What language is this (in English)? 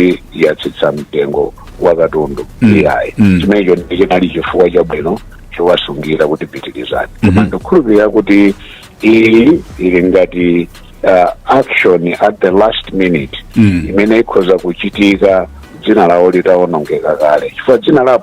Nyanja